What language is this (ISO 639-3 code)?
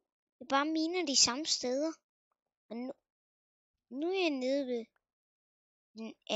dan